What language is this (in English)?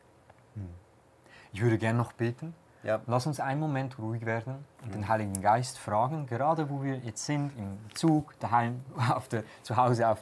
Swiss German